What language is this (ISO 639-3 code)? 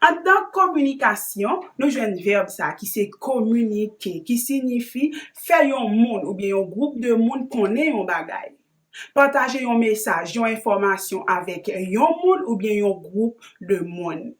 hat